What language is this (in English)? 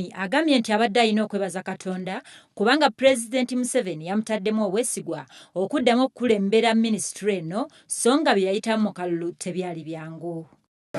Ganda